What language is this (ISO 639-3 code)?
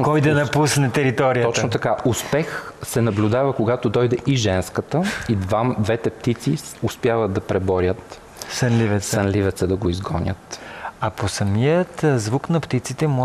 bul